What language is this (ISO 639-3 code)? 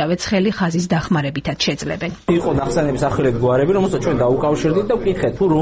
kat